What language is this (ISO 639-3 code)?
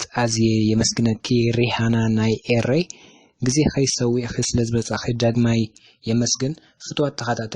tir